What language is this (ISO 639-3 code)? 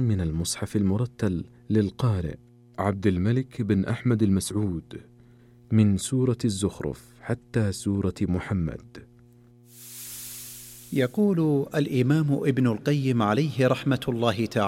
ara